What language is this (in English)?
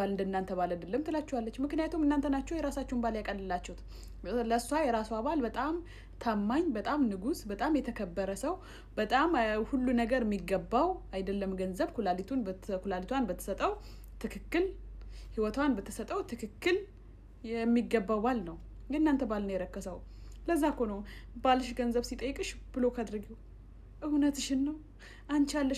Amharic